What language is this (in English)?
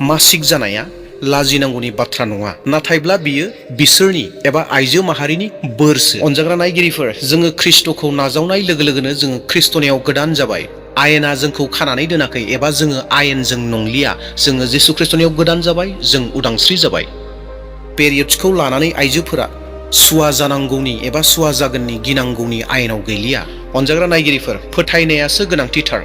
Bodo